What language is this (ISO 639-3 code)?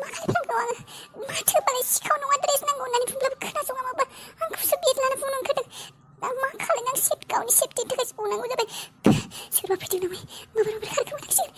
brx